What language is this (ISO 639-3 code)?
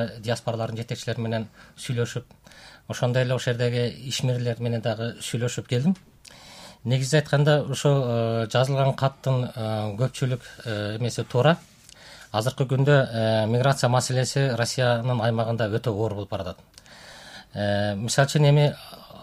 kir